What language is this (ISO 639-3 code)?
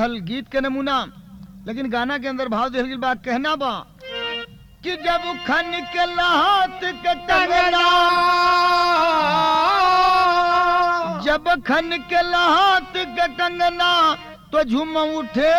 bho